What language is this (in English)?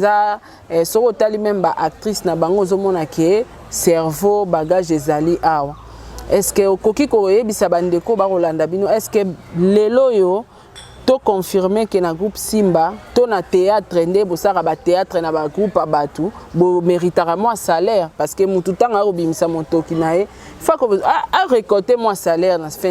Lingala